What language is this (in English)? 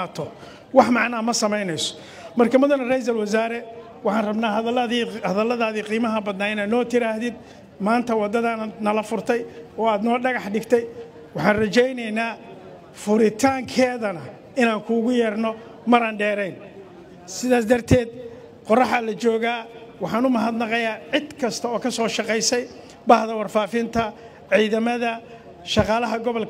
Somali